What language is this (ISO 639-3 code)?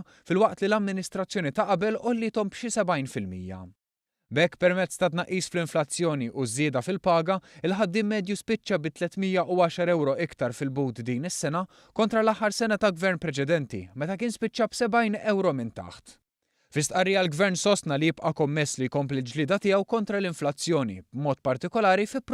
mlt